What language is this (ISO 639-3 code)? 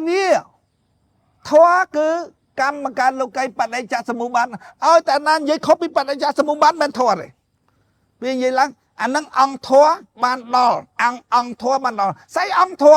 khm